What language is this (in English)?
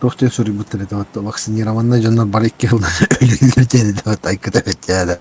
Yakut